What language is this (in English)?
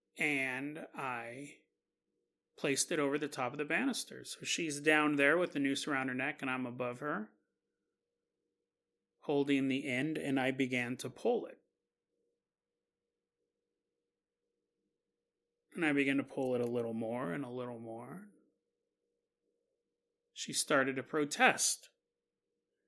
English